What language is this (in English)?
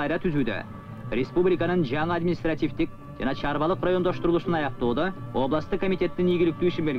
Kyrgyz